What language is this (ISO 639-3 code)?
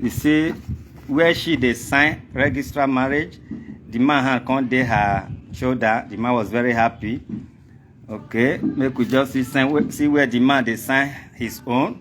pcm